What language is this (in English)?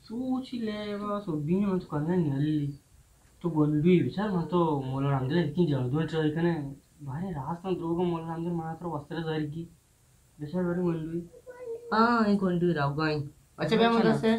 Eastern Balochi